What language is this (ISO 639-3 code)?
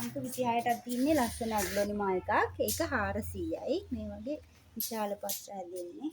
sin